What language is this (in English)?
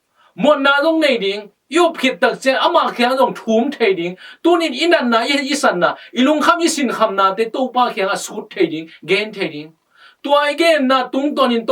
Tedim Chin